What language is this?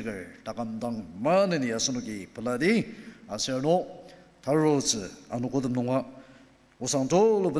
Ao Naga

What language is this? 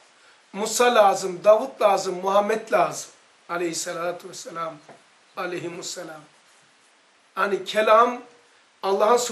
Turkish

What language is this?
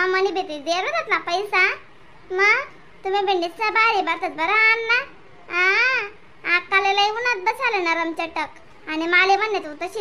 Khandesi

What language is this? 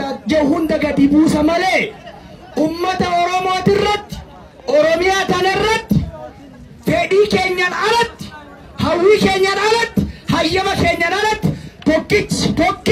Oromo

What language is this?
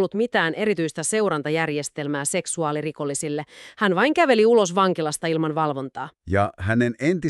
Finnish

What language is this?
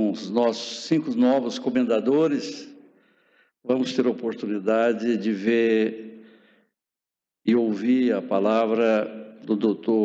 Portuguese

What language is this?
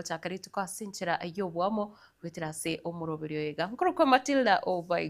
Gusii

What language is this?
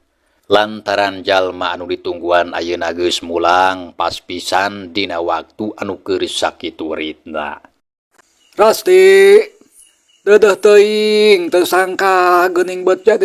Sundanese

